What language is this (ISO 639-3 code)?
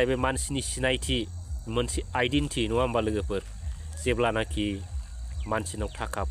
brx